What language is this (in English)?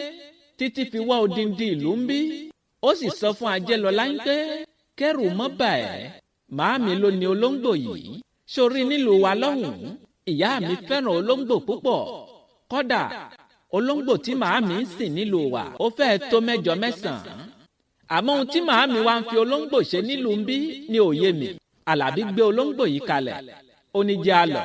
Yoruba